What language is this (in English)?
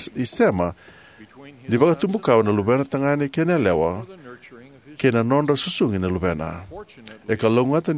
Fijian